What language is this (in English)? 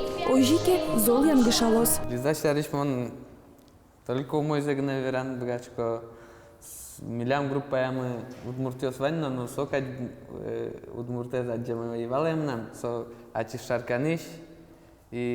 Udmurt